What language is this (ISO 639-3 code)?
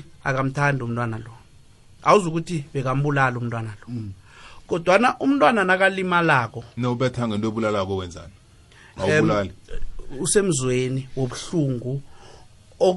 nbl